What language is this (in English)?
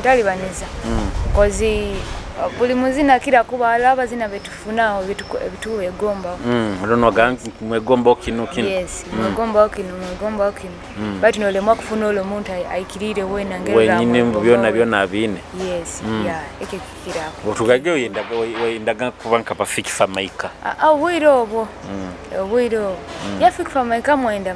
Nyoro